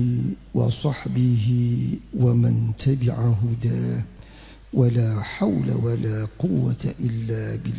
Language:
Javanese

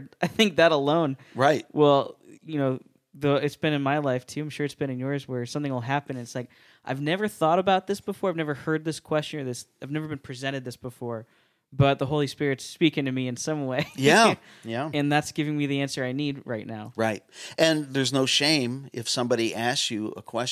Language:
English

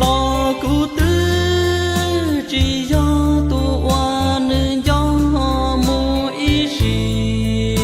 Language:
Hmong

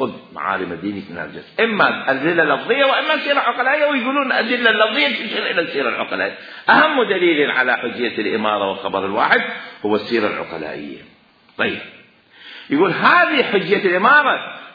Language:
Mesopotamian Arabic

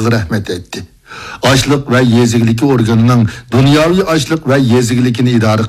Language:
Uyghur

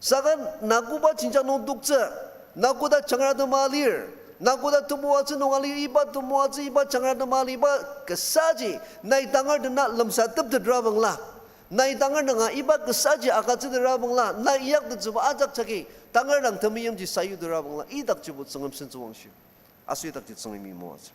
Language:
Ao Naga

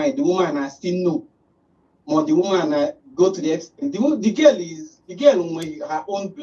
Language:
Igbo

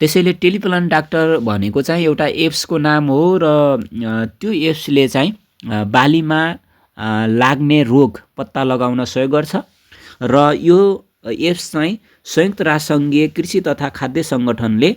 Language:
Nepali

